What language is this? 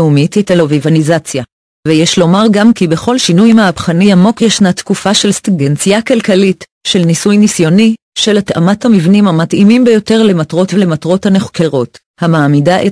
Hebrew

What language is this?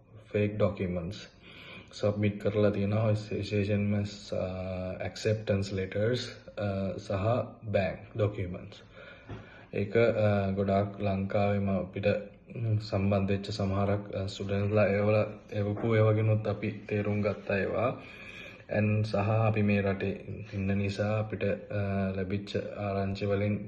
Sinhala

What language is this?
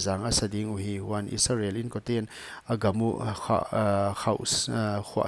Paite Chin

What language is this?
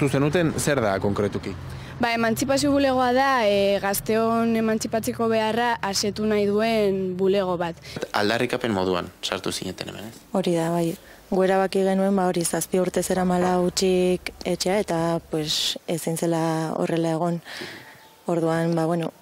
Basque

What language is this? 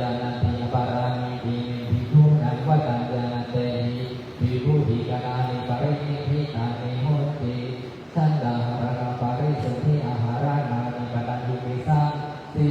Pali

